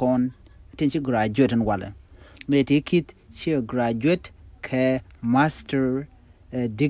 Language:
Nuer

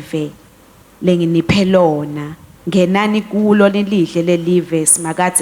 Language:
Swati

